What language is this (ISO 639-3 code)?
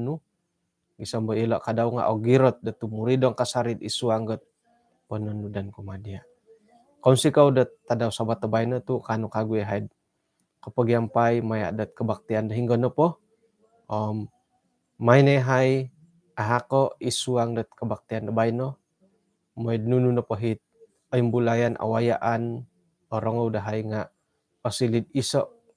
dtp